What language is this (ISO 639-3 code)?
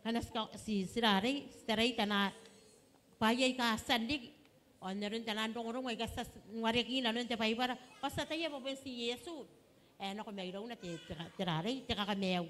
gil